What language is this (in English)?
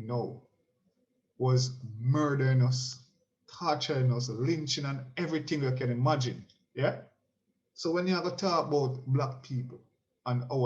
Jamaican Creole English